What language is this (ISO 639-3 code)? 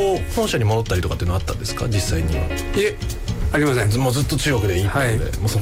jpn